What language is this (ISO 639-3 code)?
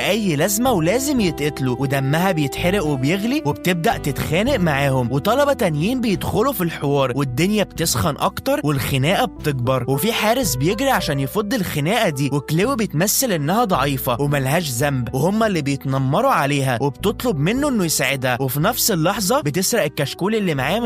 arz